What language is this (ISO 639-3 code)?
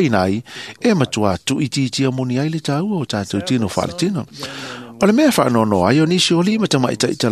smo